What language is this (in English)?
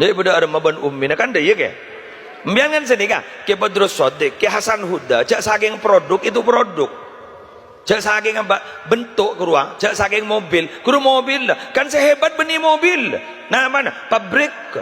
Madurese